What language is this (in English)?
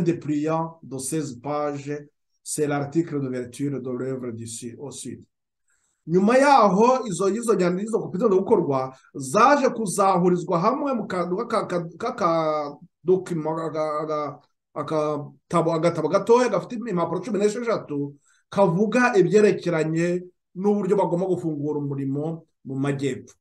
Kinyarwanda